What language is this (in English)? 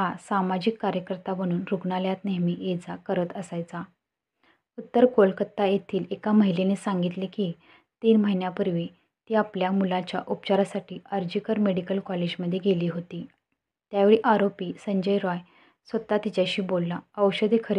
Marathi